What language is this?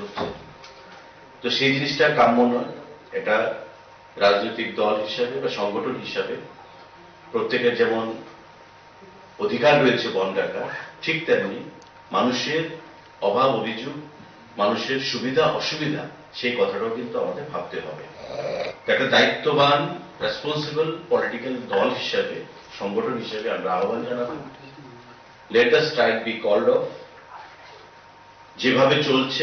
Bangla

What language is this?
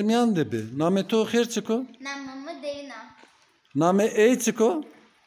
Zaza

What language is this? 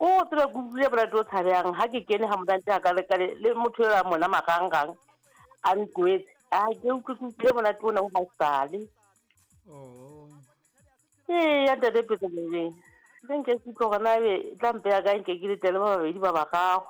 Southern Sotho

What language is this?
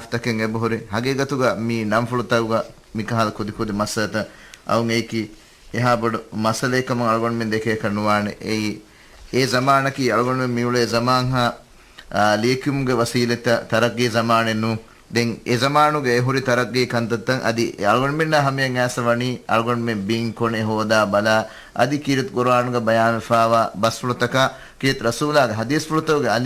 Divehi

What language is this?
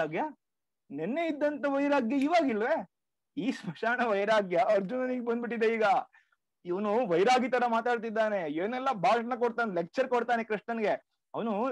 Kannada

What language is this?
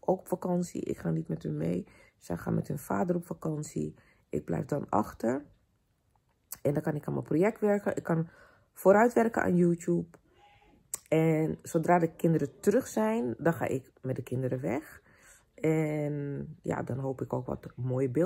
Dutch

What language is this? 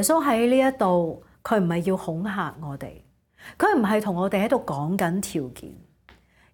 Cantonese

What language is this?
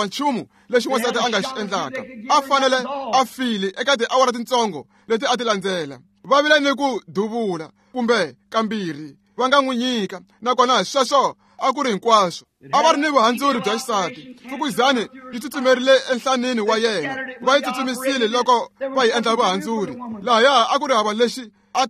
Tsonga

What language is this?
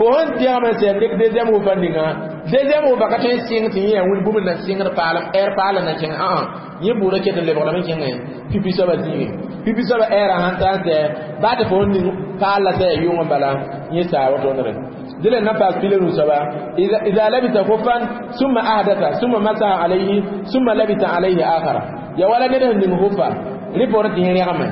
Mossi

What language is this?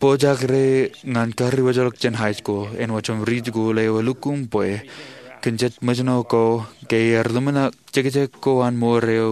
Marshallese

